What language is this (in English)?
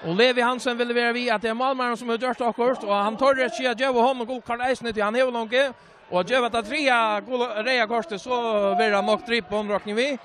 Faroese